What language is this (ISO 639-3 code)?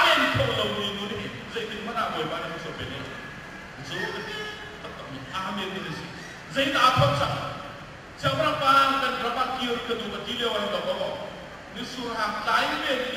cnh